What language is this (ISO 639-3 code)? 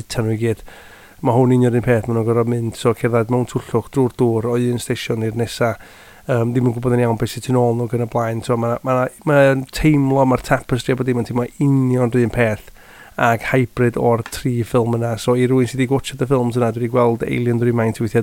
cym